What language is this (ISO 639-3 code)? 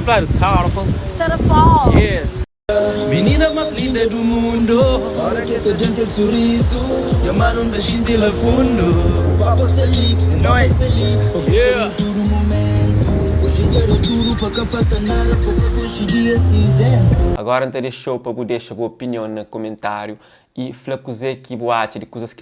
kea